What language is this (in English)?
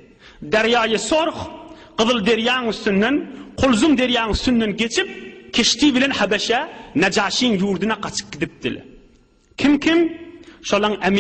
Turkmen